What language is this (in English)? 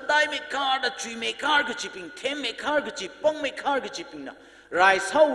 Tangkhul Naga (India)